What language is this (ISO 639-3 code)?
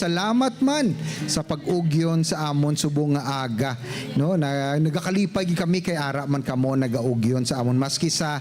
hil